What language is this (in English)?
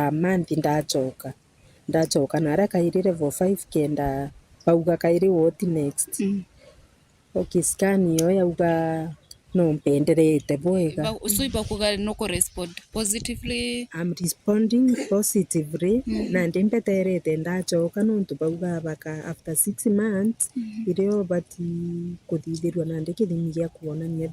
Meru